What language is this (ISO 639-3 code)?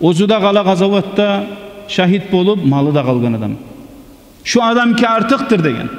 kum